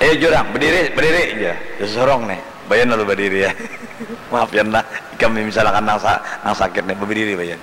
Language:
Banjar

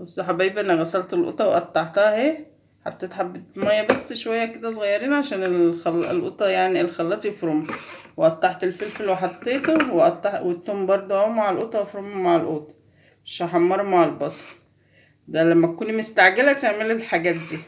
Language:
Egyptian Arabic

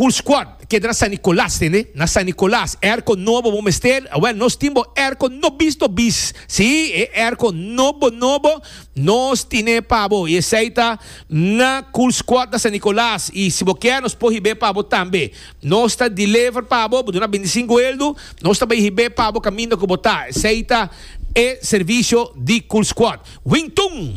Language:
Papiamento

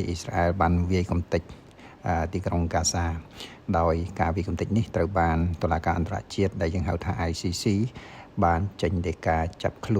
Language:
Khmer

